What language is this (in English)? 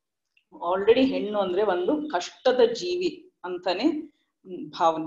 Kannada